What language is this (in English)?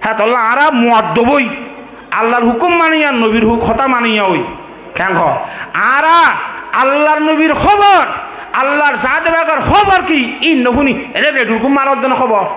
Rohingya